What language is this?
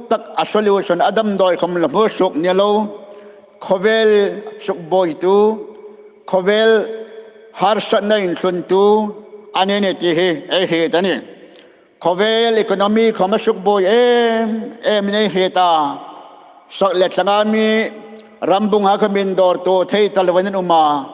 Hmar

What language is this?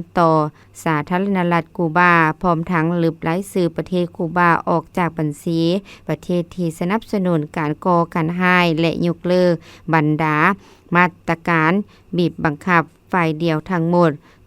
Lao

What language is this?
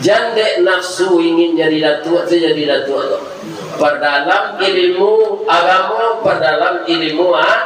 Minangkabau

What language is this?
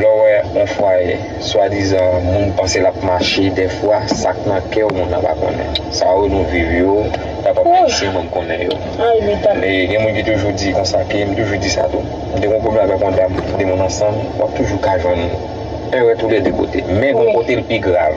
Haitian Creole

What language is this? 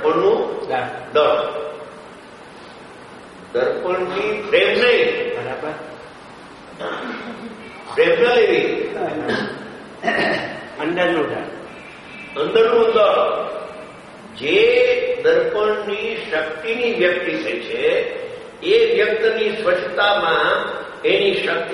Gujarati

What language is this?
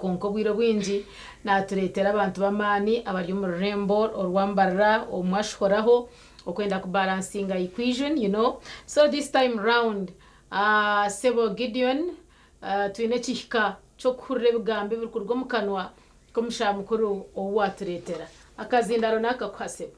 Nyankole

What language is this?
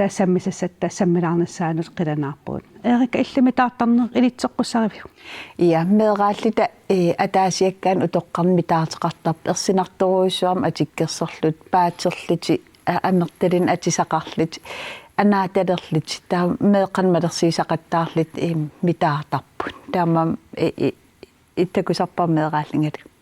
Kalaallisut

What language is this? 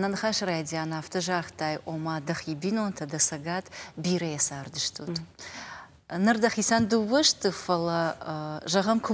Ossetic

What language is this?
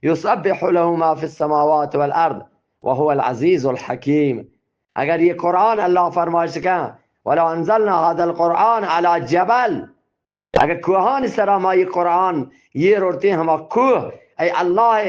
Eastern Balochi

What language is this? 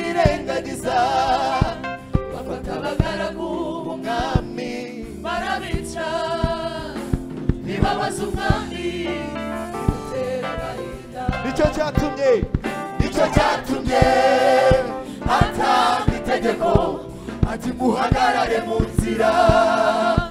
Kinyarwanda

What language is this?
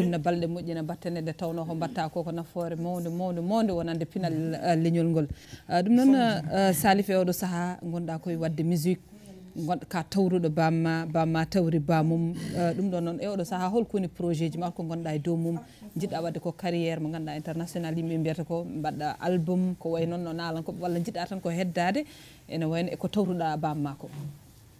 Fula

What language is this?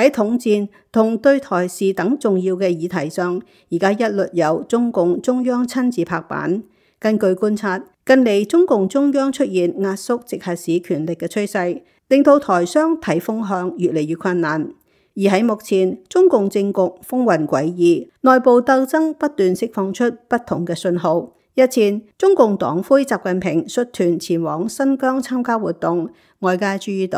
Cantonese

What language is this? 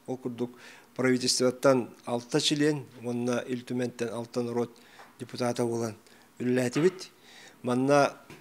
Yakut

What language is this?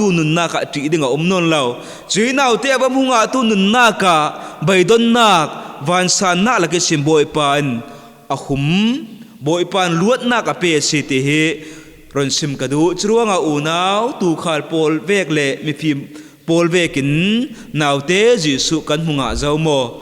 Falam Chin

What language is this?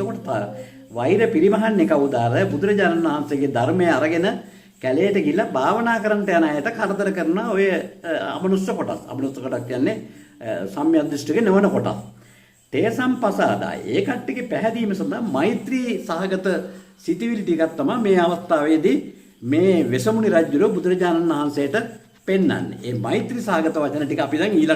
Sinhala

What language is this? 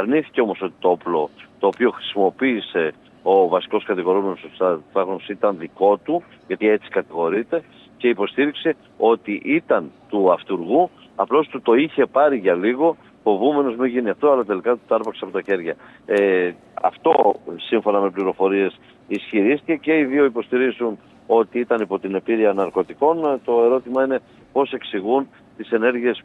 Greek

